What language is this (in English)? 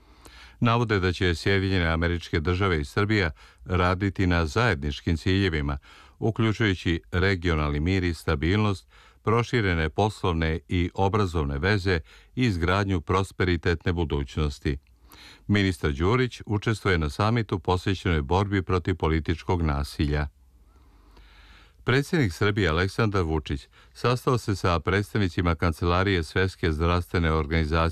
Serbian